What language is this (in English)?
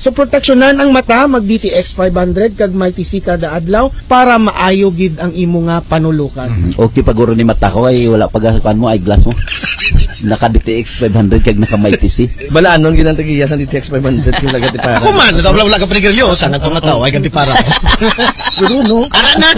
Hiligaynon